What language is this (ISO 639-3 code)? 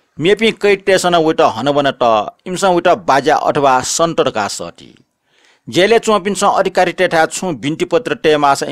new